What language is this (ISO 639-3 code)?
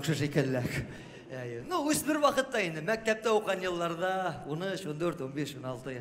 tat